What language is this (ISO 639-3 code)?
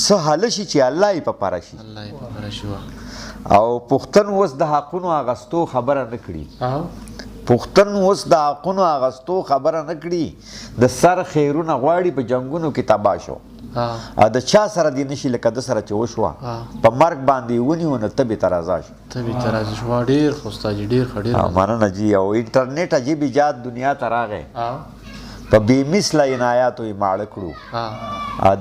pus